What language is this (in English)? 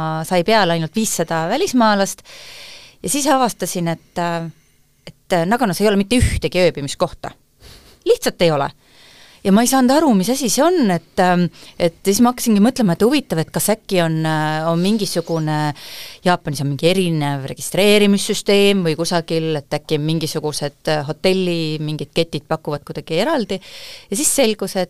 Estonian